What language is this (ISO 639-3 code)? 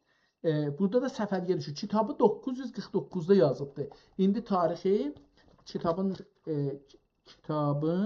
azb